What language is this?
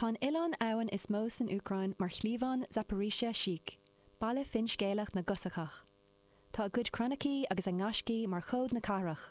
Irish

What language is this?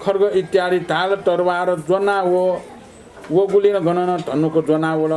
Newari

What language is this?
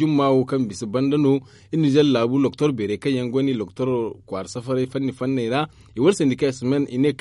Zarma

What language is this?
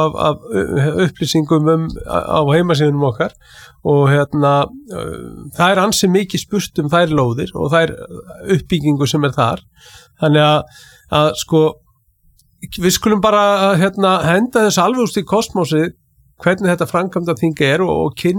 Icelandic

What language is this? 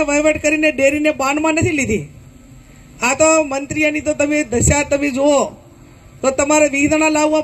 Gujarati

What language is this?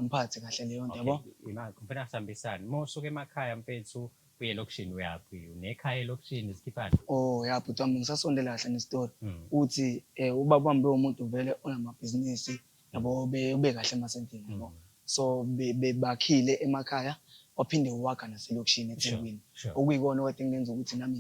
Zulu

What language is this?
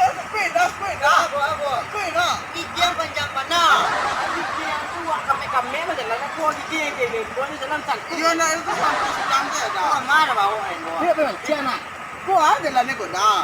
Minangkabau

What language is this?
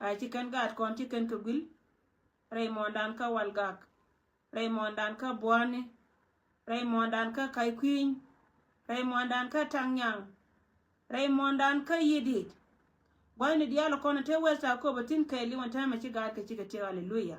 Nuer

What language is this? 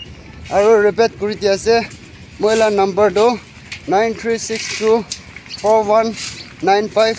Naga Pidgin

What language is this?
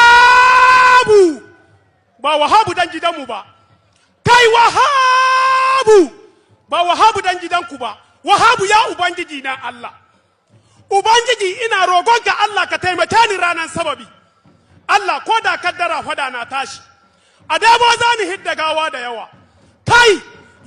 Hausa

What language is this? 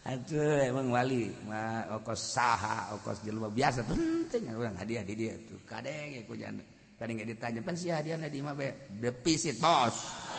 Sundanese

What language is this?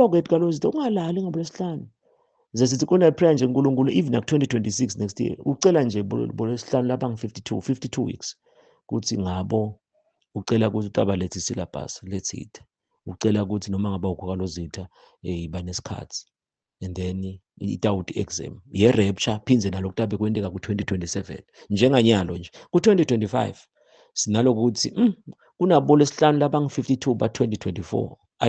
Zulu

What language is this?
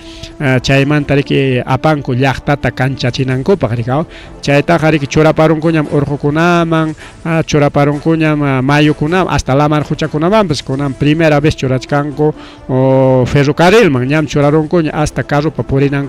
Ayacucho Quechua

